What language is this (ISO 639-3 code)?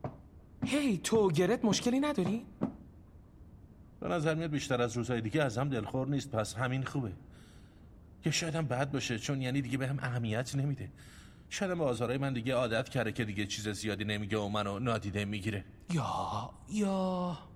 fas